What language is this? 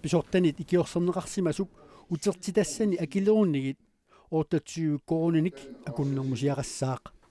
Kalaallisut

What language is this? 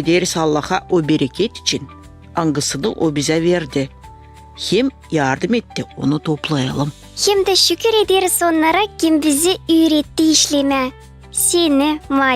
Gagauz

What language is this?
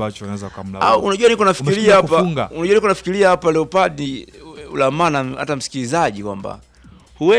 Swahili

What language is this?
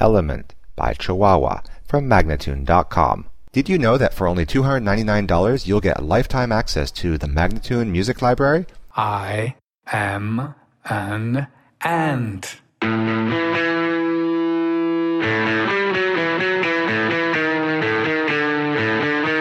English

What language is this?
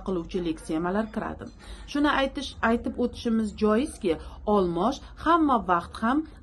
Uzbek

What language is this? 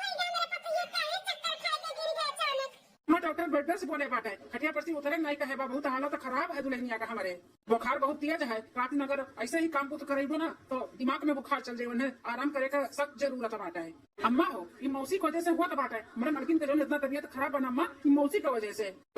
Awadhi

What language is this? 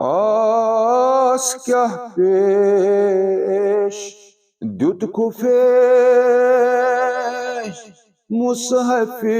Kashmiri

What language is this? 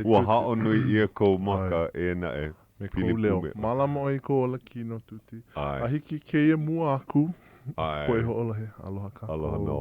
Hawaiian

